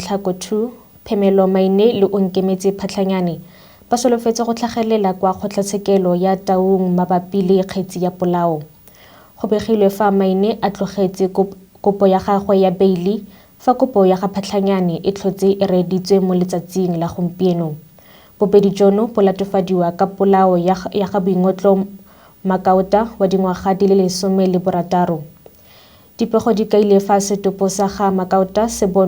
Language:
Tswana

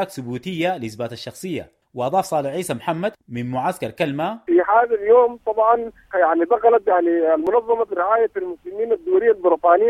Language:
Sudanese Arabic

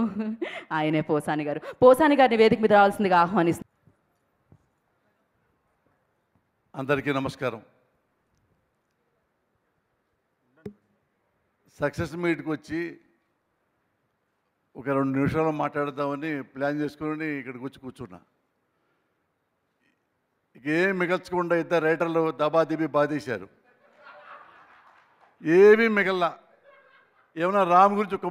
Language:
Telugu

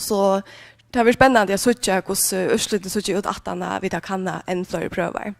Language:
Faroese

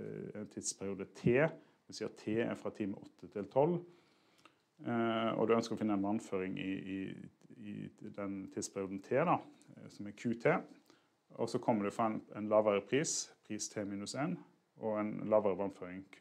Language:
Norwegian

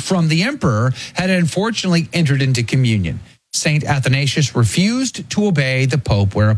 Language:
English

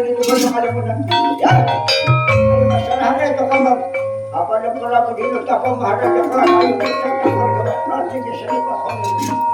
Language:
Banjar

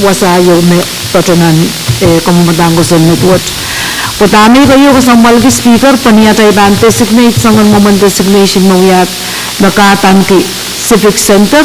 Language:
Pohnpeian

